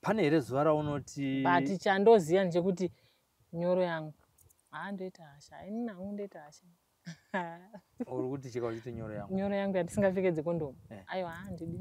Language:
Shona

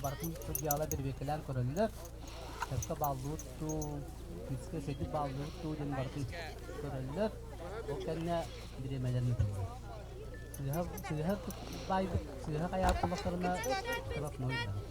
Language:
Yakut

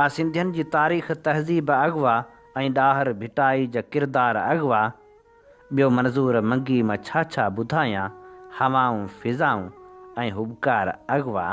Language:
Sindhi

